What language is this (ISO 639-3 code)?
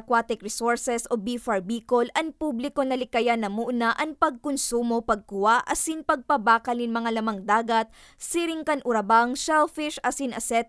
bik